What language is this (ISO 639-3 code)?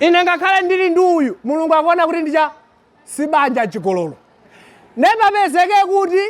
nya